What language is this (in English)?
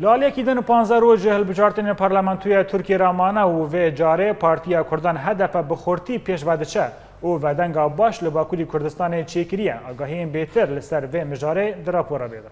Kurdish